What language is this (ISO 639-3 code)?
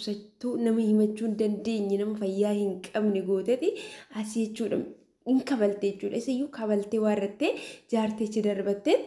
orm